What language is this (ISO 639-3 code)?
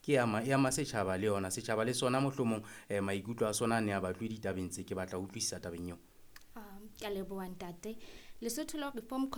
sot